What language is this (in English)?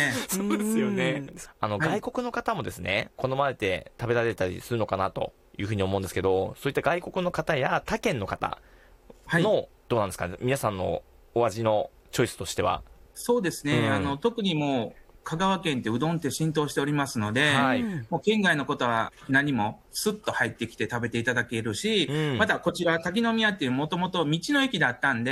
Japanese